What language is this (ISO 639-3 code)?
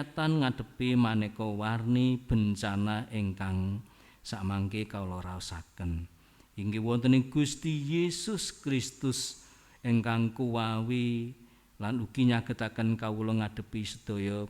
jav